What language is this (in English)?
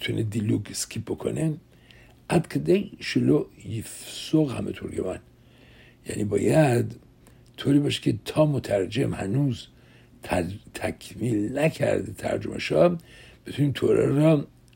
Persian